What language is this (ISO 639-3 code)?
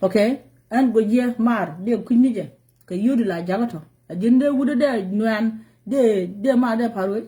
nus